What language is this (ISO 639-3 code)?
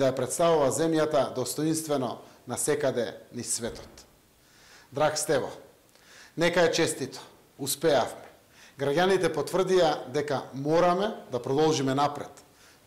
mkd